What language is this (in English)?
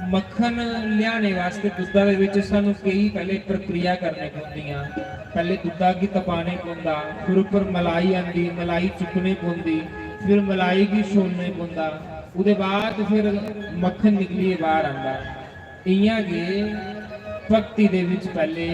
Dogri